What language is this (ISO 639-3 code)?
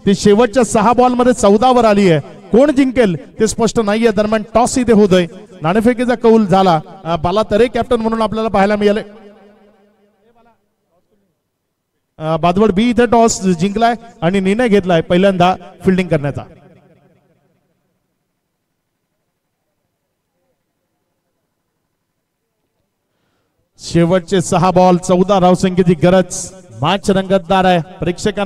mar